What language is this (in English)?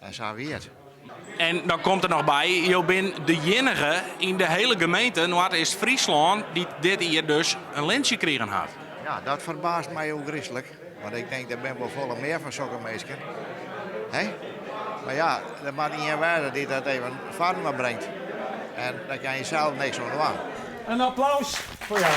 Western Frisian